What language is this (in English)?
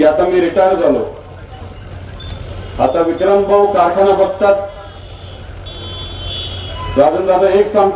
Marathi